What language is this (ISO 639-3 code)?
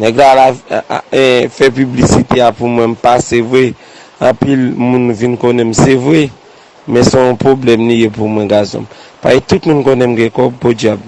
hat